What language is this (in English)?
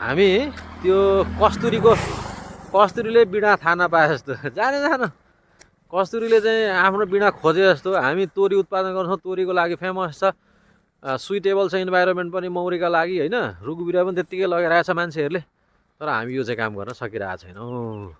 Nepali